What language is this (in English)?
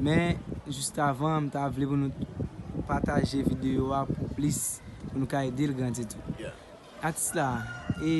Haitian Creole